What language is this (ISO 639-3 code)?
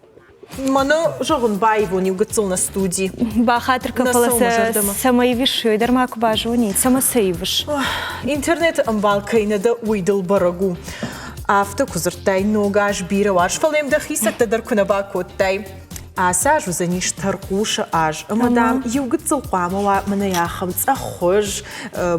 oss